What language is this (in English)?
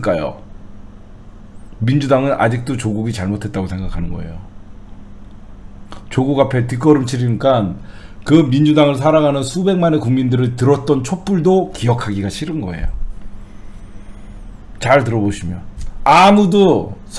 Korean